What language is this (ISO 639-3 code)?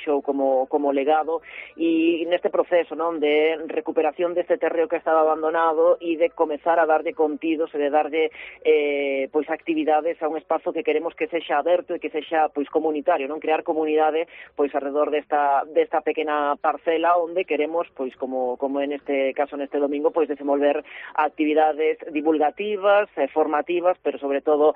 glg